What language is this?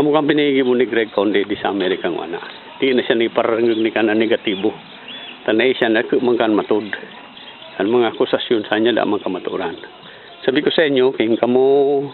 Bikol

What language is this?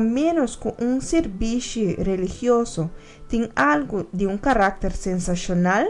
Papiamento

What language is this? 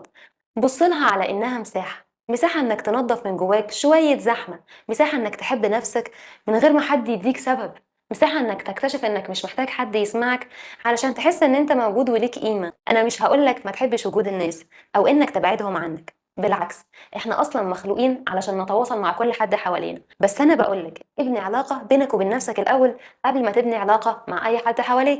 Egyptian Arabic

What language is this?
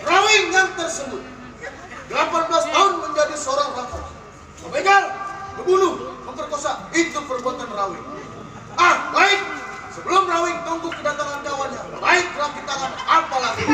Betawi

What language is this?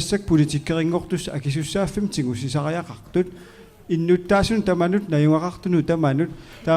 Kalaallisut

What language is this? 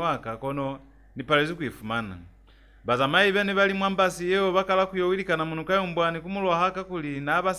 Lozi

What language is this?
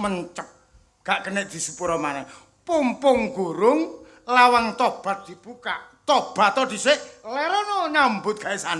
Javanese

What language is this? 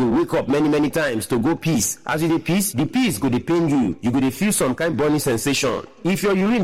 Nigerian Pidgin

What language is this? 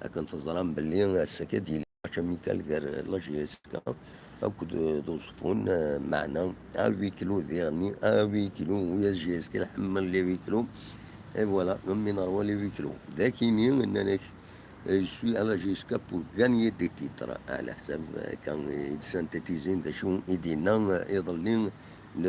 Kabyle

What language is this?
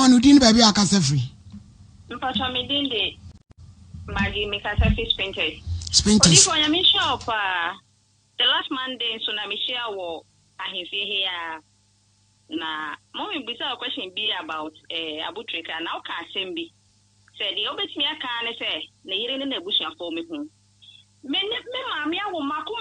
Akan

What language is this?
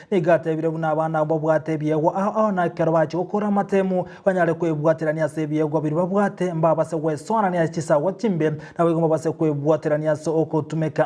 Gusii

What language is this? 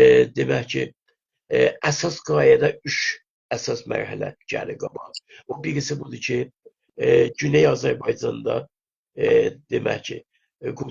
South Azerbaijani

